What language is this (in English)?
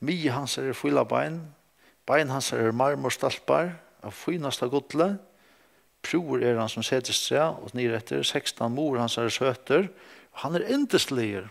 Faroese